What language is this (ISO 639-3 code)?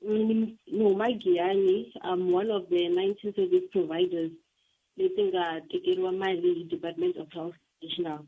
tso